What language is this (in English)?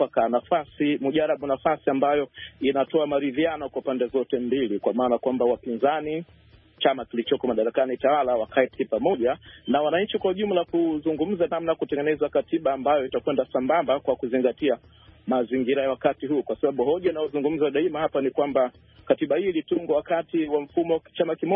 Swahili